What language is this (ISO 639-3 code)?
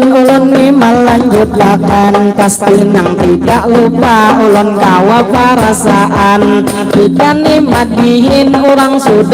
bjn